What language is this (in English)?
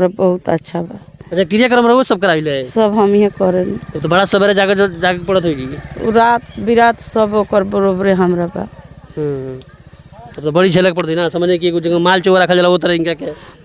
Bhojpuri